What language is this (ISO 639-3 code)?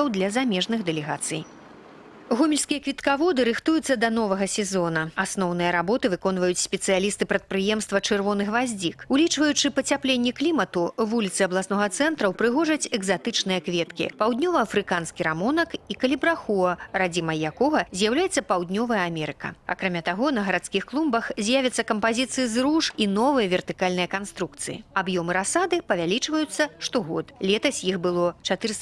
bel